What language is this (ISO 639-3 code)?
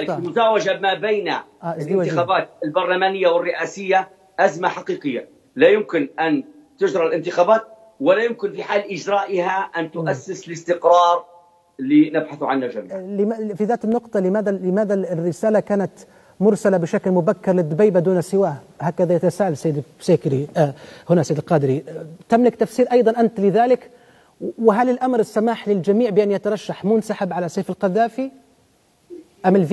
ara